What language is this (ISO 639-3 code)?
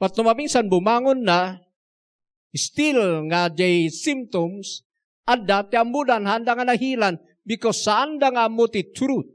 ilo